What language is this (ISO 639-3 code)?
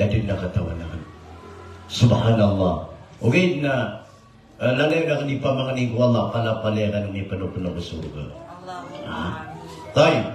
mrw